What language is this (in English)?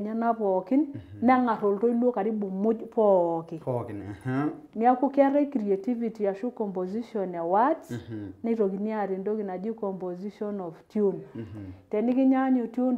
Masai